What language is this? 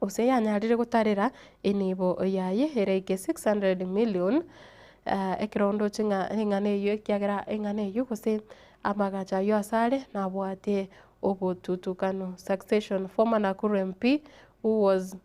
Gusii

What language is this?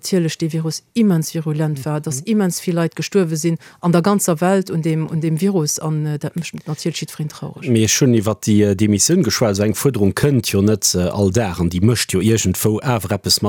Luxembourgish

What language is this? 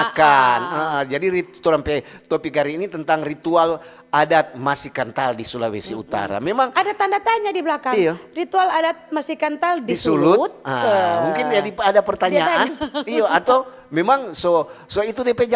Manado Malay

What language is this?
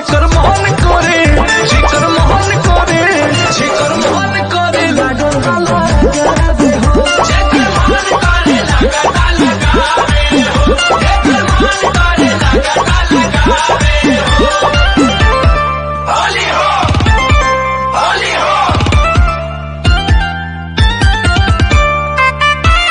Bhojpuri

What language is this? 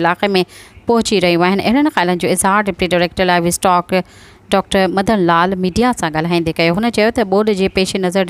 Sindhi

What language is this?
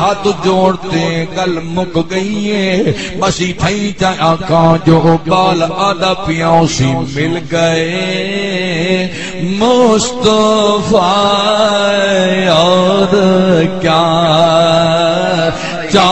Saraiki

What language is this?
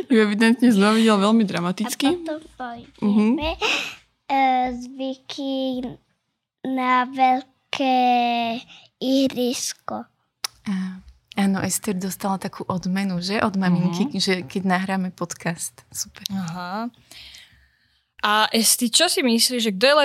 Slovak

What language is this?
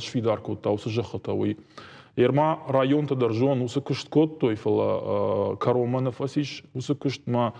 Ossetic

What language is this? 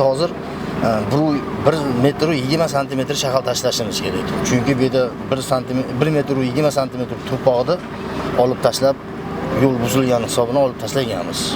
Uzbek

